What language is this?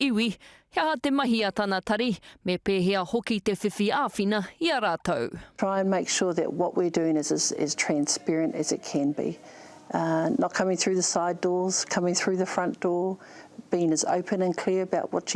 Māori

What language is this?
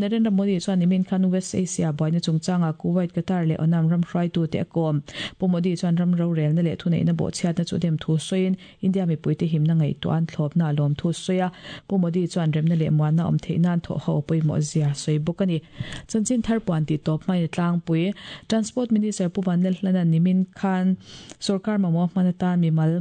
Mizo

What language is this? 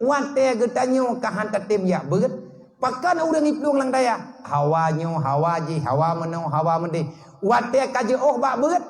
Achinese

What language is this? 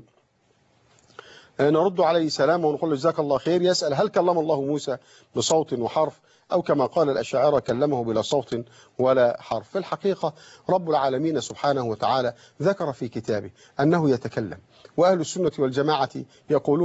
Arabic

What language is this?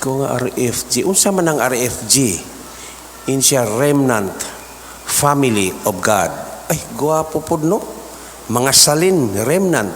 Cebuano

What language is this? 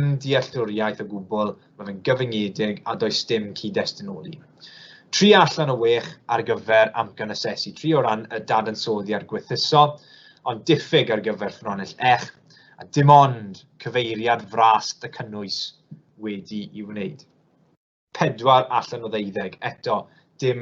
Welsh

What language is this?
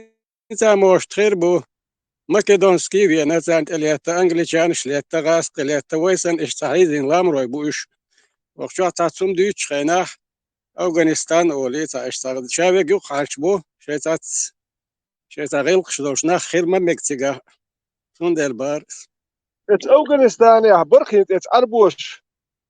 Chechen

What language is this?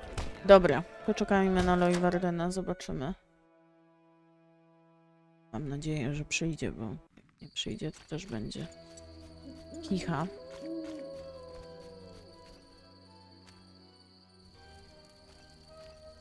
Polish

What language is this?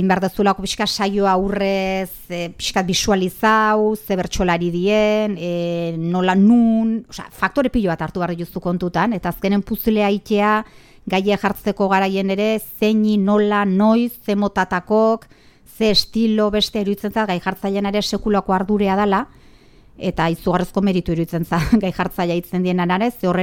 Basque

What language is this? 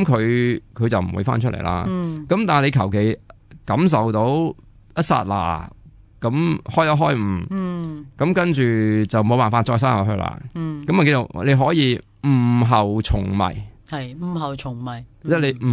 Cantonese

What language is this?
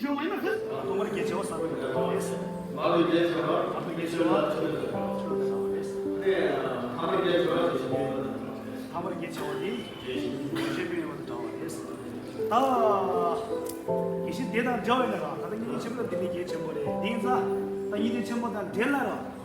Tibetan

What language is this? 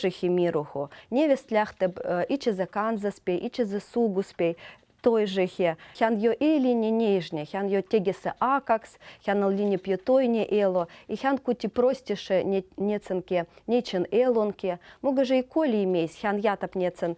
Veps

